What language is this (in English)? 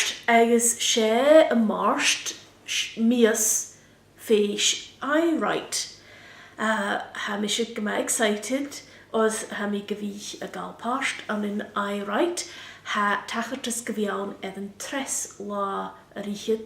Scottish Gaelic